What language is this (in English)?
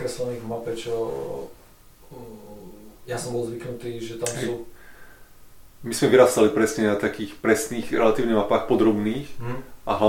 Slovak